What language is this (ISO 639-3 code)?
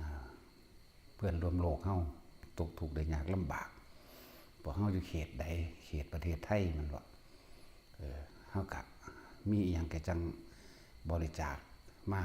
tts